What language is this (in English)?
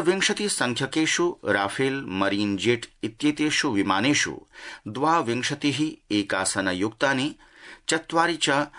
Sanskrit